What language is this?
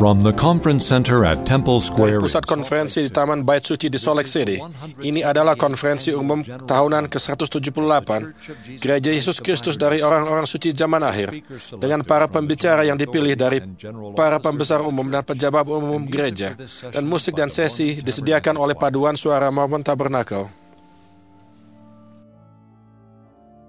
Indonesian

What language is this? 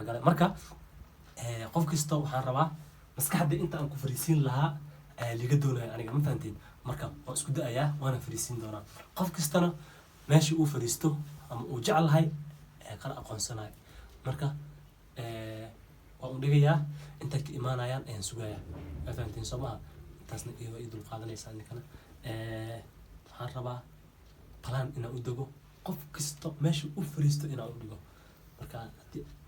Somali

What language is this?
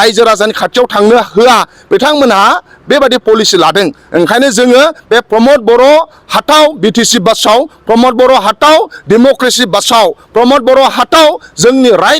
Bodo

